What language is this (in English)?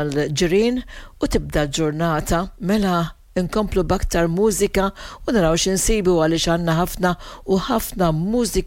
Maltese